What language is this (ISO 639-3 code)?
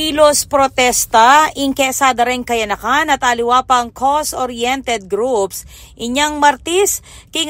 pam